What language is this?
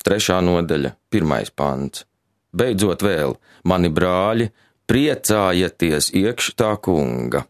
Latvian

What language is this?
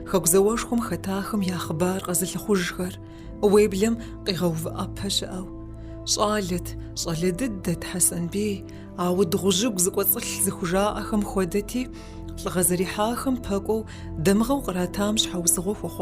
Kabardian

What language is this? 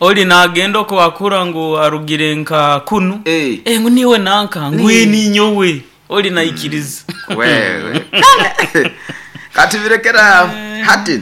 Nyoro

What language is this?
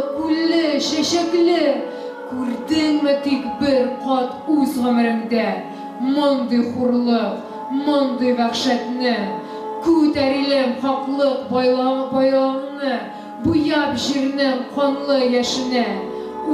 Tatar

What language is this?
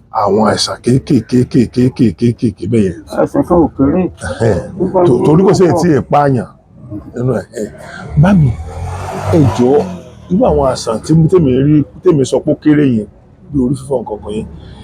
Yoruba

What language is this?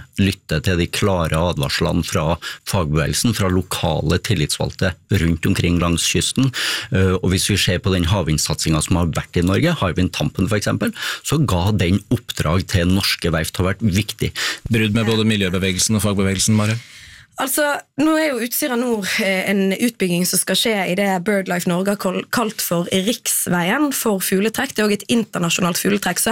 Norwegian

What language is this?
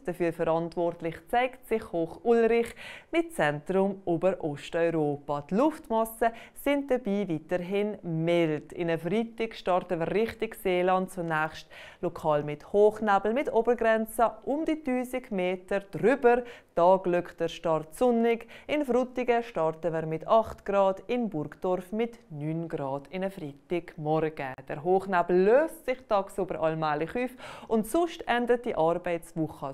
Swiss German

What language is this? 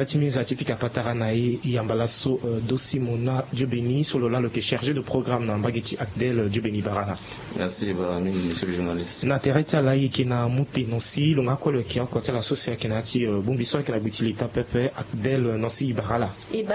Sango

